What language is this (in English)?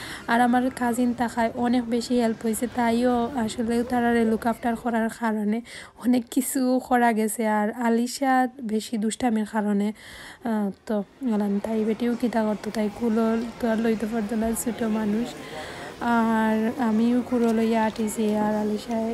Sylheti